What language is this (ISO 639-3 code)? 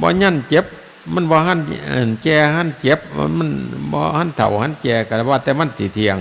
tts